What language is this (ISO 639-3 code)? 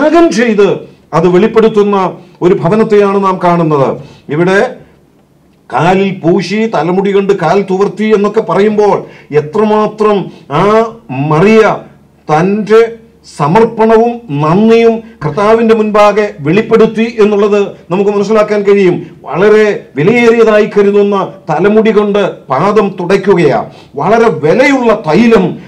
mal